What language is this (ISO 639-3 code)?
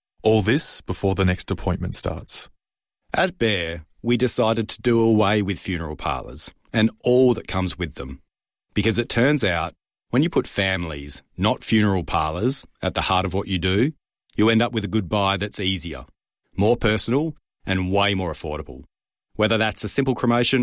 eng